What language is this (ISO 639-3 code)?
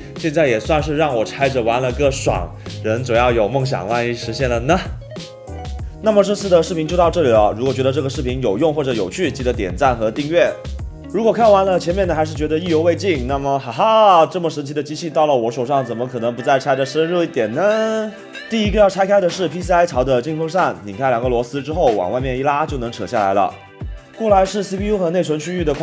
zho